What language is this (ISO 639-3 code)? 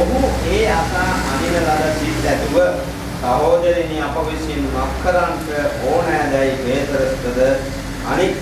sin